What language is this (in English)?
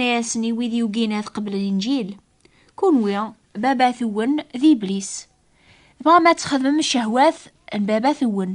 Kabyle